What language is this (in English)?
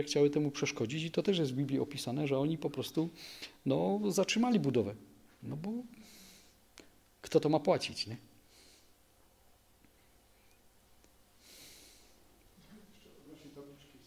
Polish